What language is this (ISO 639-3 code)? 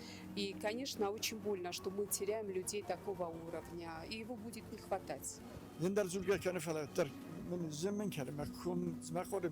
oss